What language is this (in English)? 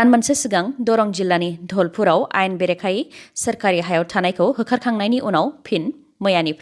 Bodo